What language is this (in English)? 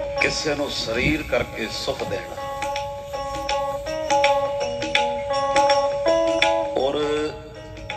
Punjabi